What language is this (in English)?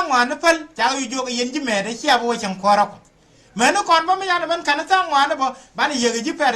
Nuer